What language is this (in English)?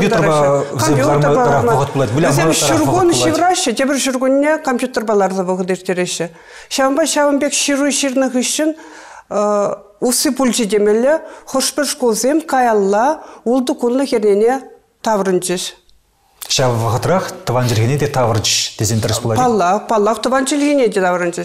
Chuvash